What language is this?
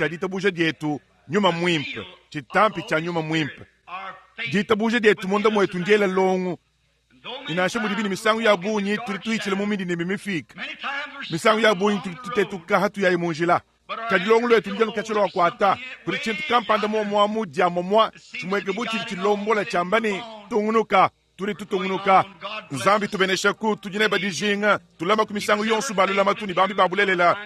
Luba-Lulua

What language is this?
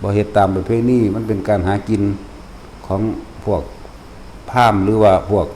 Lao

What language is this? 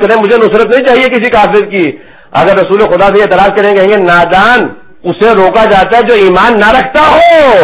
Urdu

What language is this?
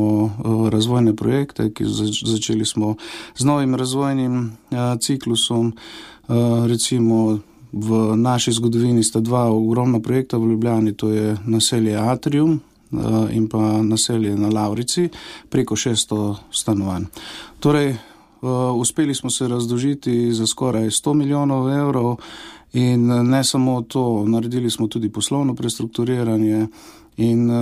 Slovenian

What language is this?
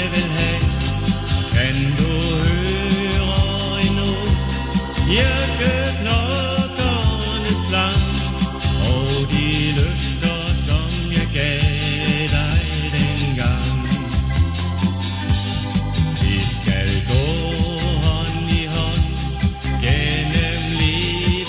Danish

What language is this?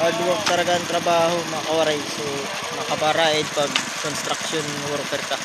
Waray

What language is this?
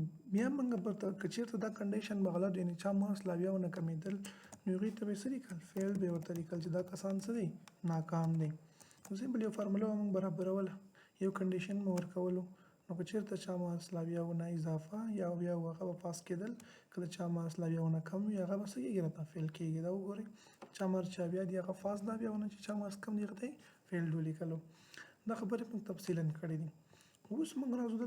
Pashto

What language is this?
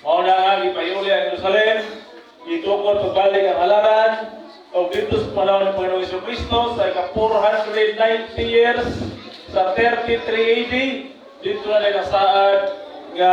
Cebuano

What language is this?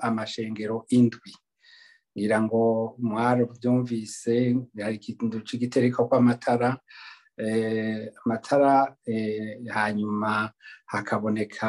Rundi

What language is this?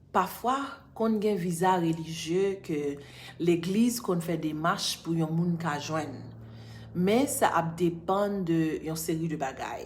Haitian Creole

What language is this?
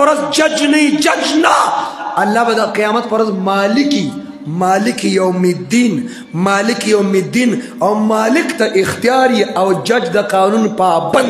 Pashto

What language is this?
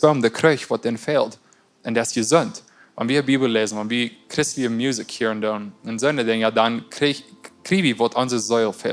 Plautdietsch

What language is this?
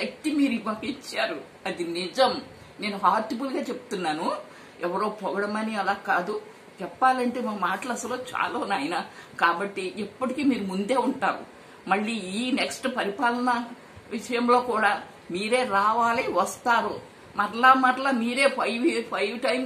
Telugu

